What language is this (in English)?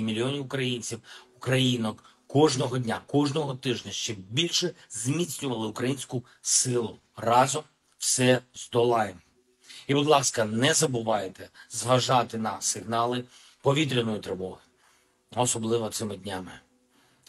Ukrainian